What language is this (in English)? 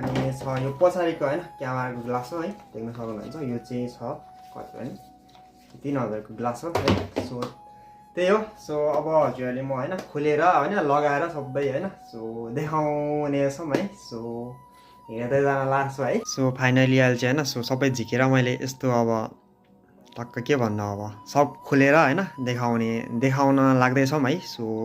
Nepali